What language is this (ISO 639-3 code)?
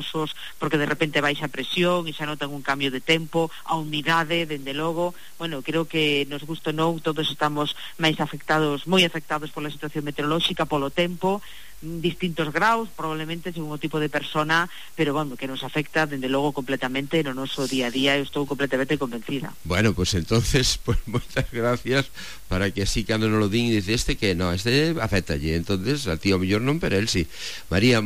glg